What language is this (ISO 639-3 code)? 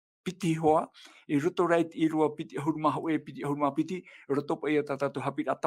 tah